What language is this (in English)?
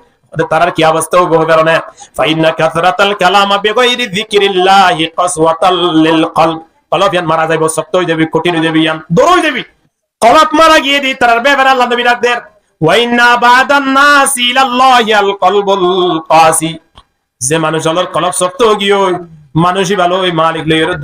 Rohingya